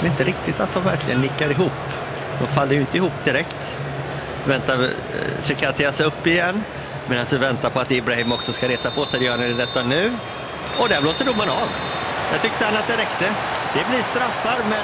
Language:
Swedish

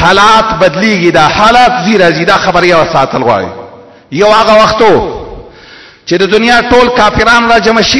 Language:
Pashto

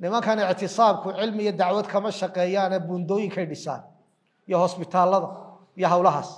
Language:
Somali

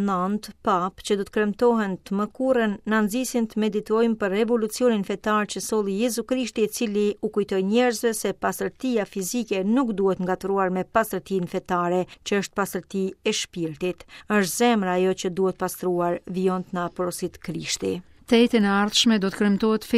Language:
Albanian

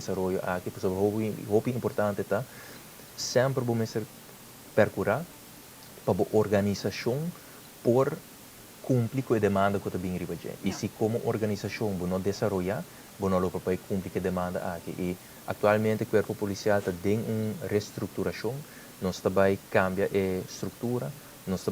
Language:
Papiamento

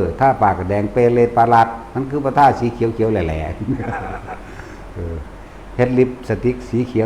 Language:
Northeastern Thai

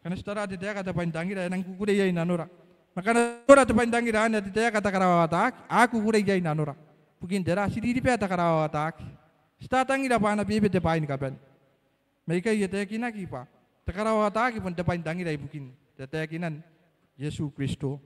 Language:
Gilbertese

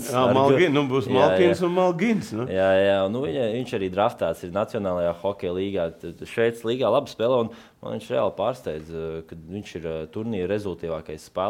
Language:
Latvian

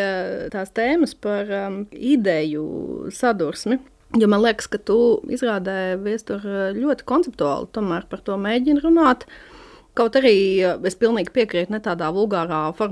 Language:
Latvian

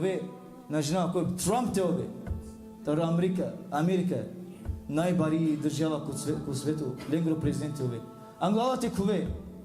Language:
Balkan Romani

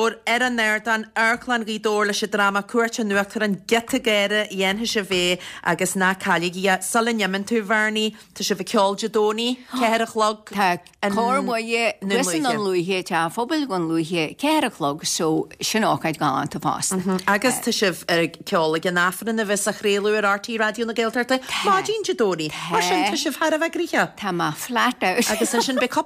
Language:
Irish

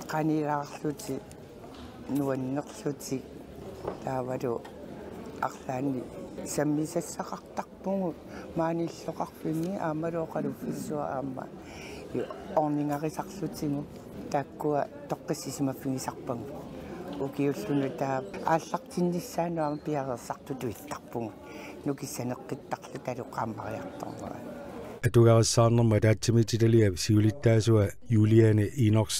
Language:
Kalaallisut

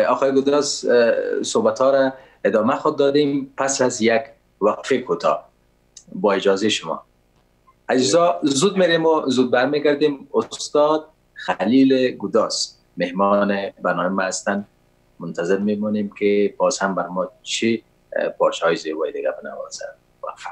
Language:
Persian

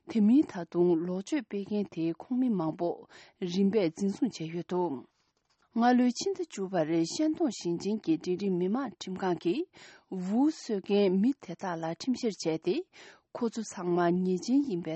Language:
Tibetan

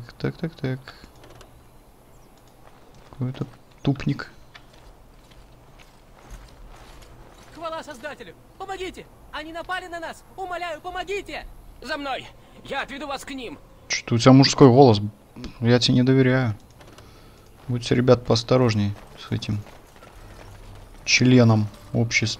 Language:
Russian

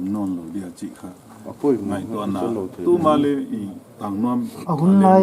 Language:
Paite Chin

